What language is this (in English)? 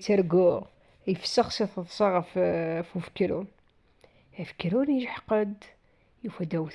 Kabyle